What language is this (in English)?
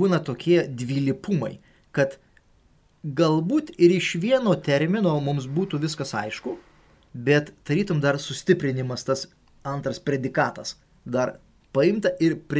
Lithuanian